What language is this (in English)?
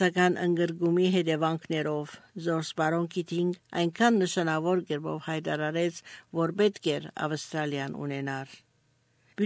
Armenian